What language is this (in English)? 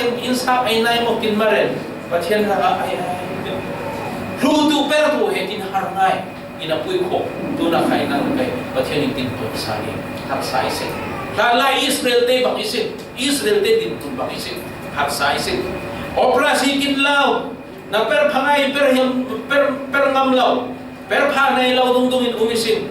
Falam Chin